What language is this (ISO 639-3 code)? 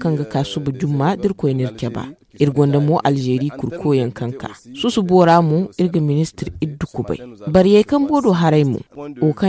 dje